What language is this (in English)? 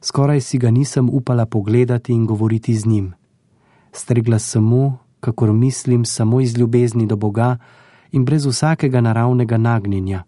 Slovenian